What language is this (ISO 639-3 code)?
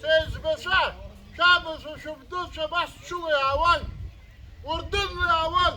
abk